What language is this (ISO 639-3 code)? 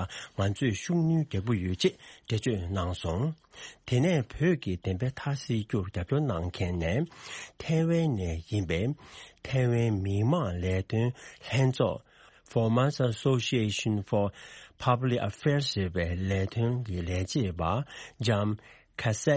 bod